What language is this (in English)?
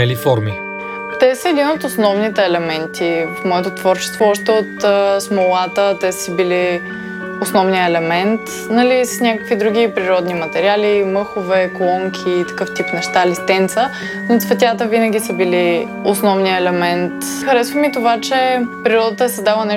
Bulgarian